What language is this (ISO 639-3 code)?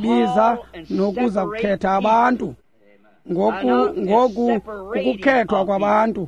xho